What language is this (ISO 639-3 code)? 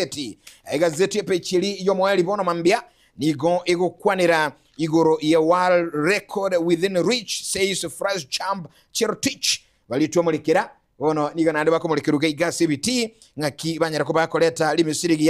guz